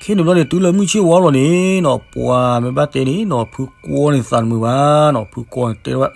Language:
S'gaw Karen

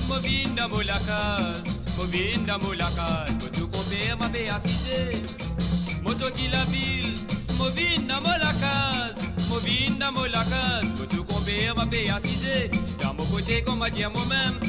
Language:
Morisyen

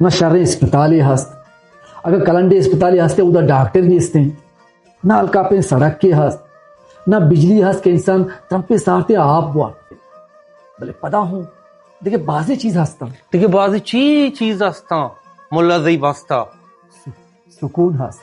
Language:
Baluchi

